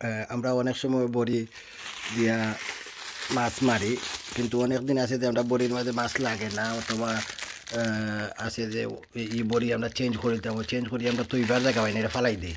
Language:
Sylheti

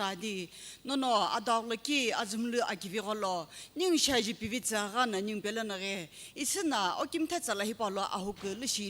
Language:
Sumi Naga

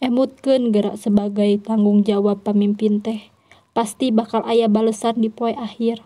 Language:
Sundanese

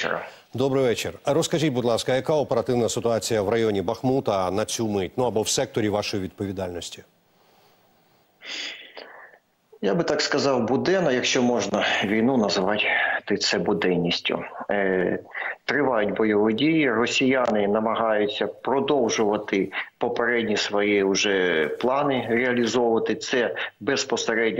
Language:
Ukrainian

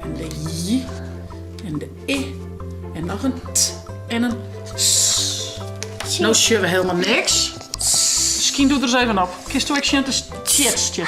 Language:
Western Frisian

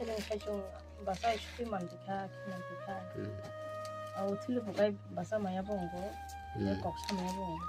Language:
Kok Borok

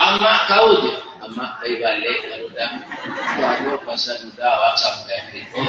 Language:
Minangkabau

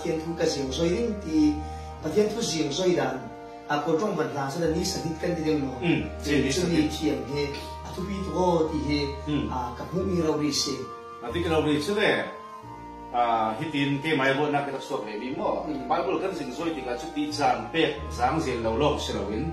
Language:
Falam Chin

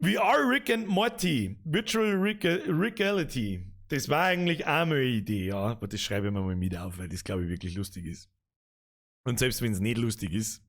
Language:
Bavarian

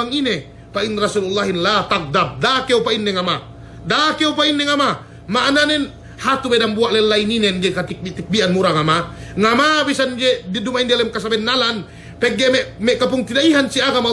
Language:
Yakan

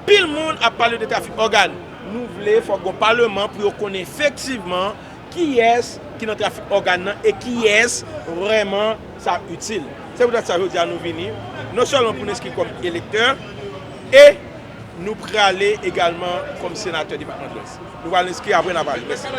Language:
Haitian Creole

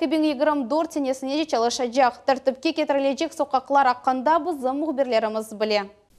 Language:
Crimean Tatar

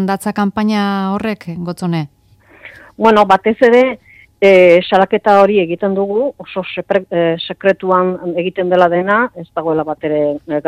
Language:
Basque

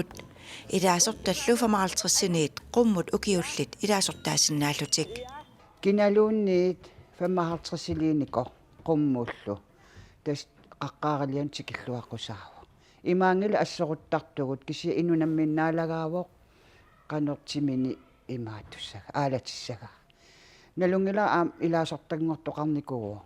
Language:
Kalaallisut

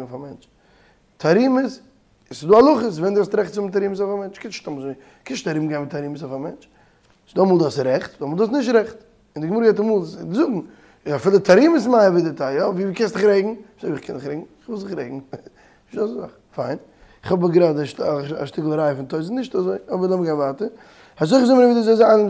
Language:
Yiddish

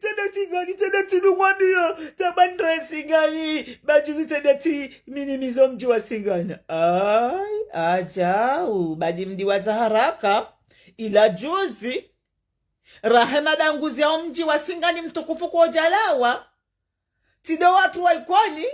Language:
Ngazidja Comorian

